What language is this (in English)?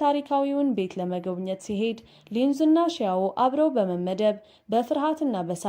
Amharic